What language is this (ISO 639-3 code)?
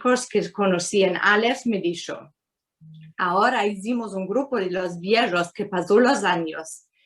lad